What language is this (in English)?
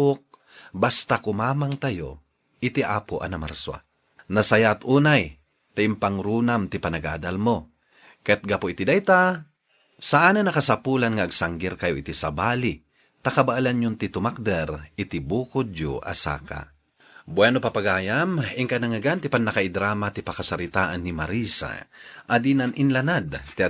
Iloko